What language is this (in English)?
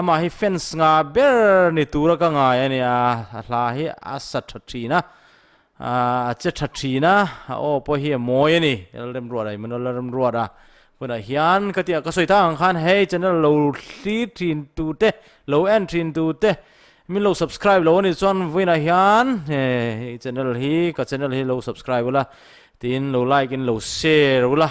Mizo